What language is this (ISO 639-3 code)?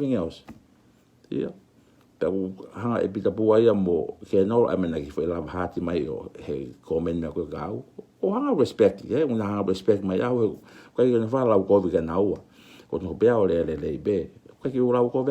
ton